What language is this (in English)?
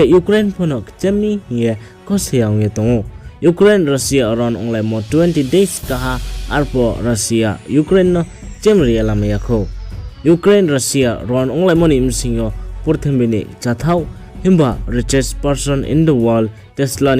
Riang (India)